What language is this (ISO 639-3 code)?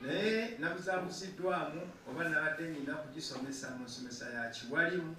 lug